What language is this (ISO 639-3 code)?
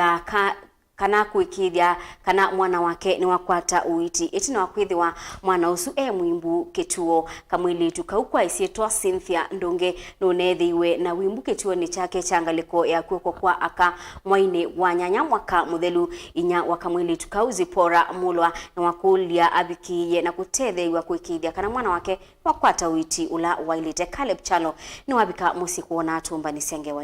kam